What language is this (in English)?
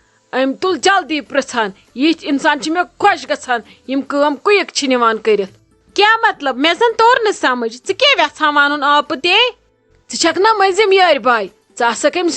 Kashmiri